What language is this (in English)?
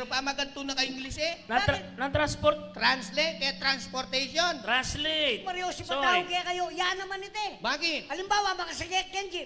Pampanga